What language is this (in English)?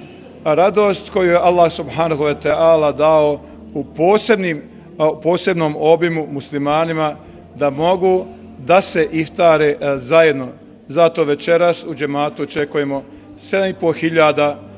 Bosnian